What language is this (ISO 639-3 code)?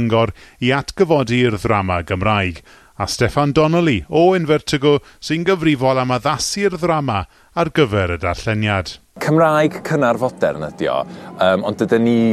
cym